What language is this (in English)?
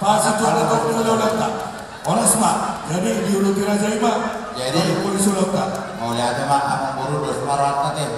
Batak Toba